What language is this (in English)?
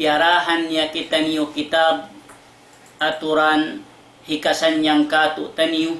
Tausug